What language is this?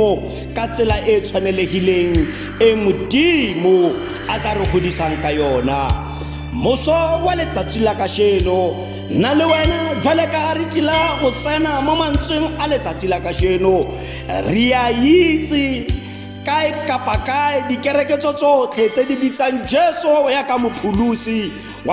Tswana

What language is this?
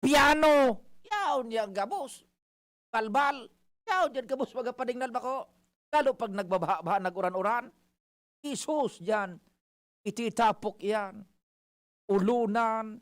Bikol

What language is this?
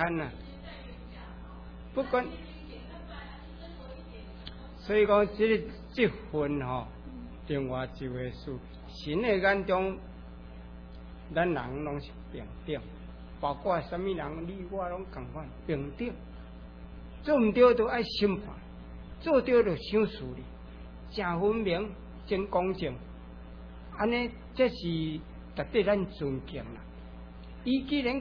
Min Nan Chinese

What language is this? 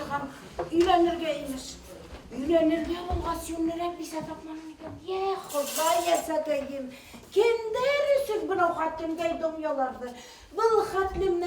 Bashkir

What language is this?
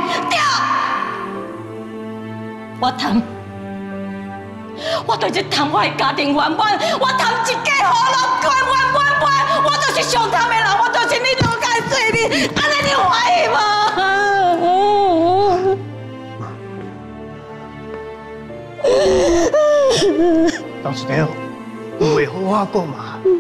Chinese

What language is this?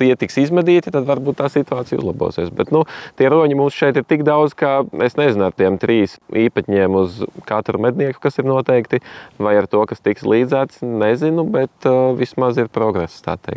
Latvian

